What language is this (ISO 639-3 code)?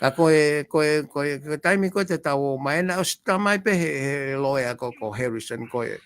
ton